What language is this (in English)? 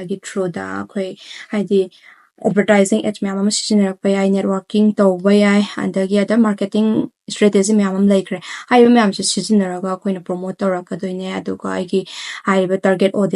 Manipuri